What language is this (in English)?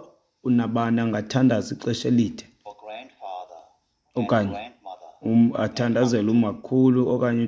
Xhosa